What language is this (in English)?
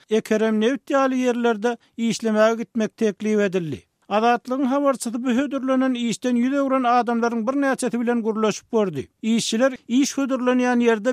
Turkmen